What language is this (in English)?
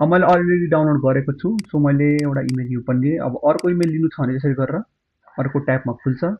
Nepali